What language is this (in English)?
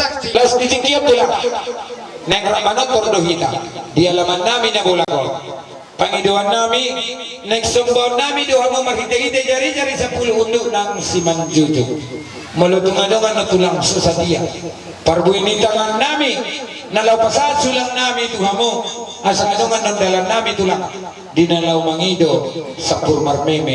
Batak Toba